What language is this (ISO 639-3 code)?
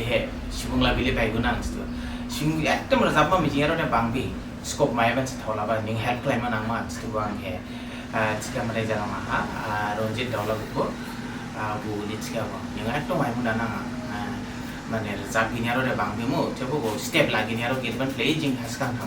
dis